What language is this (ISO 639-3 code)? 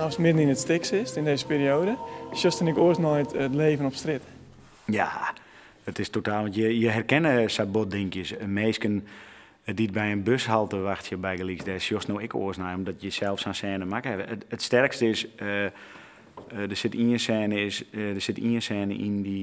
fry